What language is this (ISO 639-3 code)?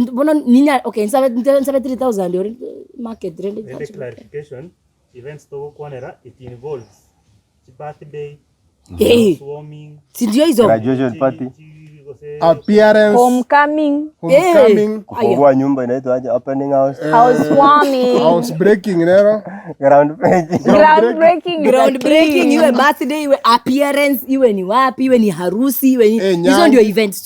guz